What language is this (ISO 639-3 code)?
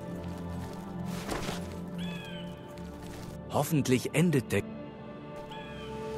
deu